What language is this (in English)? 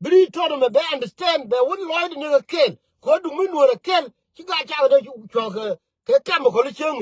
Nuer